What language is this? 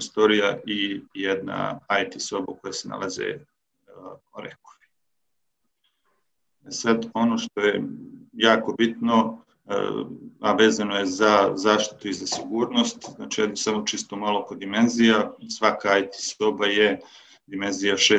Serbian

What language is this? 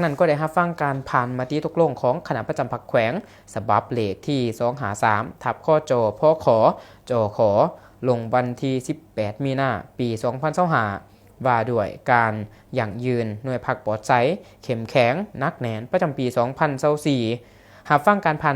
Lao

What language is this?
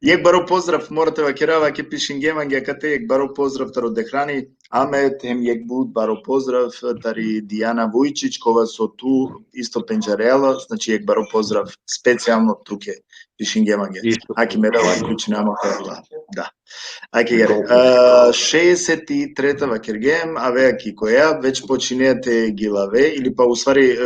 Balkan Romani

